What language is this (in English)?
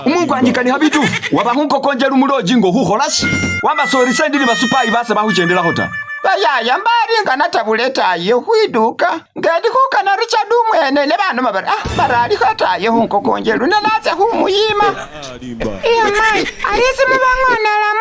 Masaaba